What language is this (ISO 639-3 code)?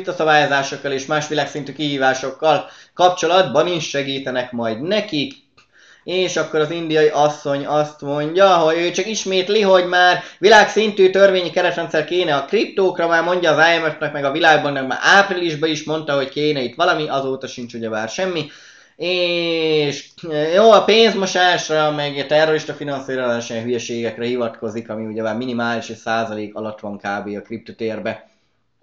hun